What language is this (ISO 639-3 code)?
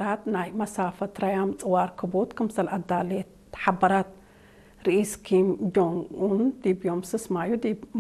tig